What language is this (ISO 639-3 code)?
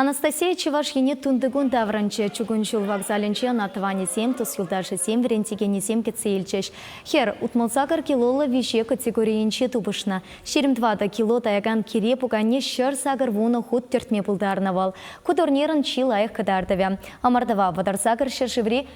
chv